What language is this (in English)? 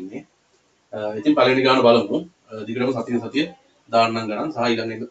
Sinhala